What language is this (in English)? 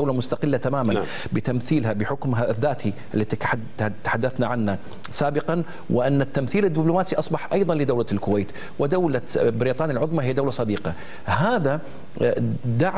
Gulf Arabic